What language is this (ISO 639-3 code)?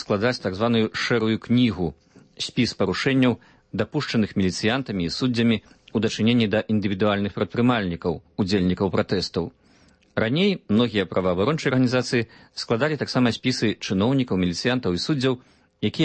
bel